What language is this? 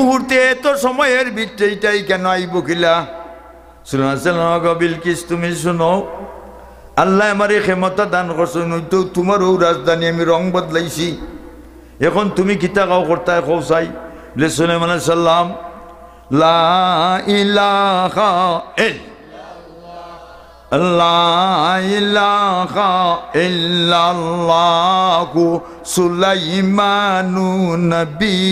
Sylheti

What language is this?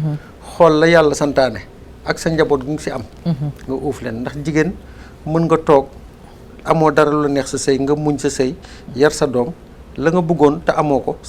Wolof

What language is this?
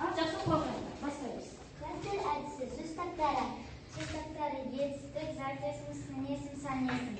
Kazakh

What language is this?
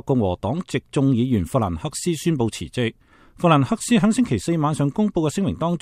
Cantonese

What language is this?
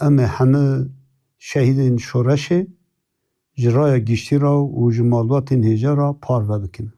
Kurdish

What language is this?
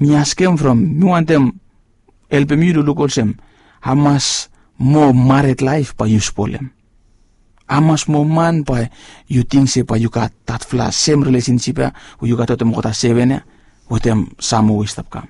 Bislama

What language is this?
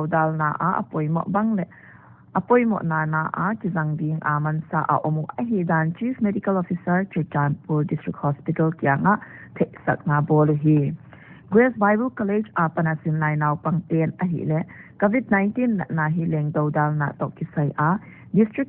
Paite Chin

